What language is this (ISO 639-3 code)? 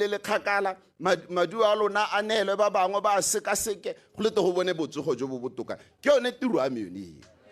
tsn